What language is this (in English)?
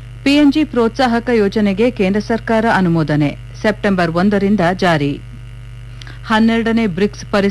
Kannada